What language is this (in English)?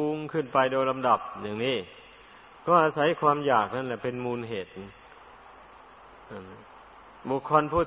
Thai